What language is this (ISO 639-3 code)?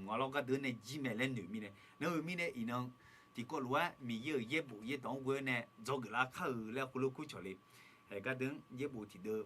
ahk